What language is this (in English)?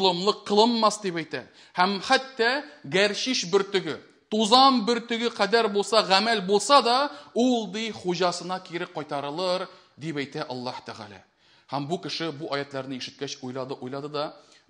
Tatar